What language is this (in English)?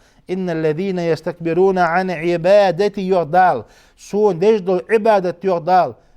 Ingush